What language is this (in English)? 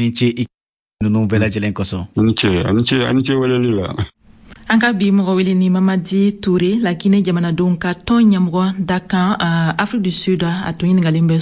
Bambara